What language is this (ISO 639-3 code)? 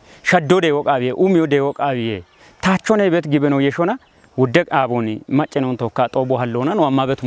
kbr